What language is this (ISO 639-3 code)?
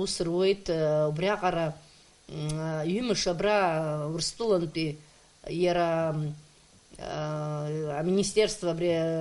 abk